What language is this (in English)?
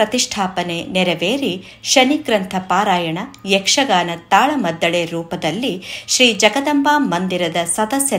Kannada